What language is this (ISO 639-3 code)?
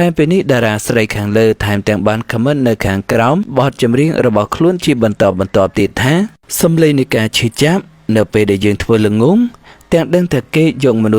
khm